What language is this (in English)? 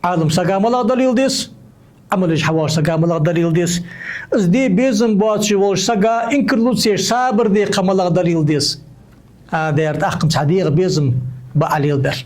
Ingush